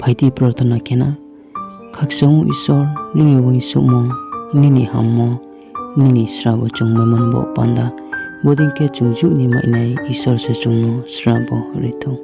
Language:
Riang (India)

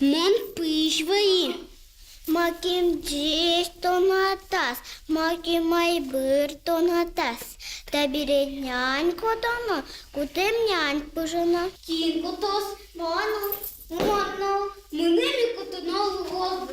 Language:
Udmurt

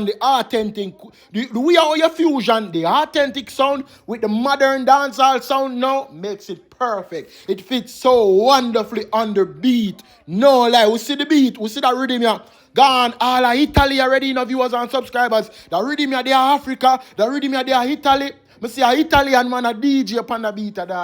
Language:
Jamaican Creole English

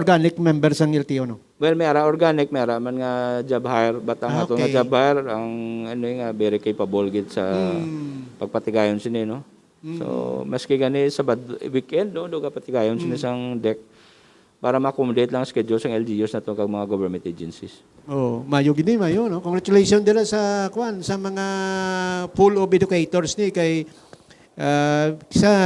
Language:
Hiligaynon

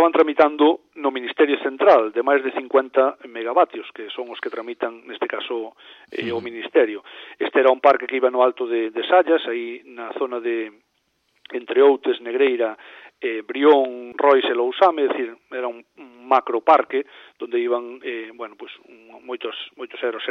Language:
Galician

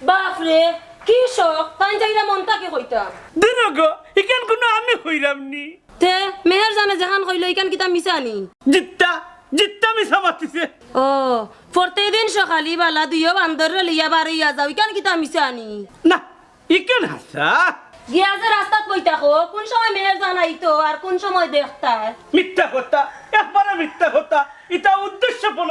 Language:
Sylheti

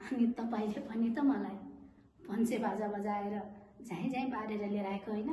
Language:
Nepali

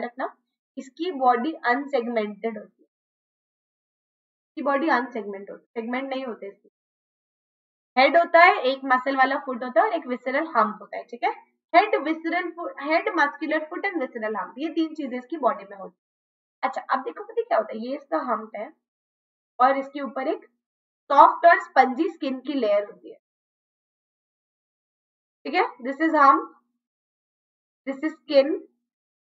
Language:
Hindi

